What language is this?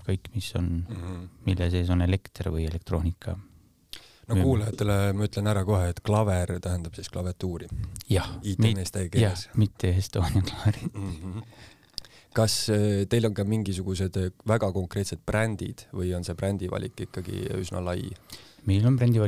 Estonian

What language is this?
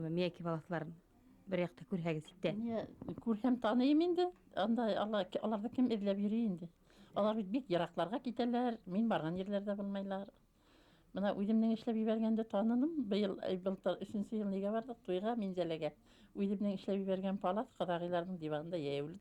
Bashkir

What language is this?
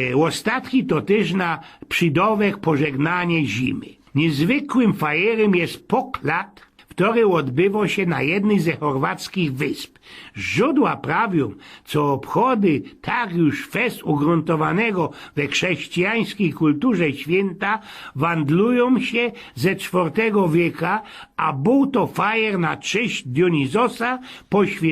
Silesian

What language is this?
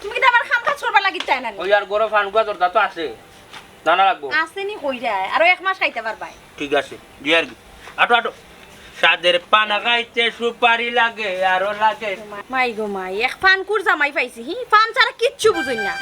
Sylheti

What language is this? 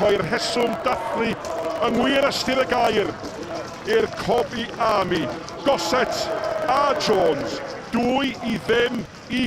Welsh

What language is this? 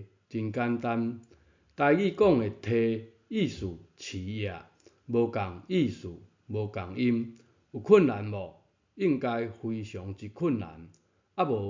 Min Nan Chinese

